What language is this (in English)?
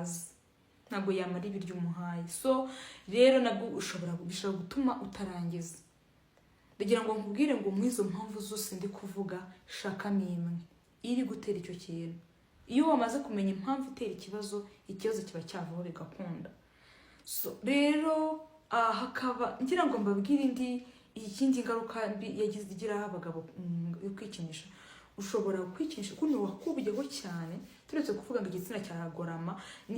Kinyarwanda